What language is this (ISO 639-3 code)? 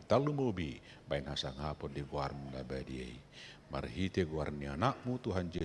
bbc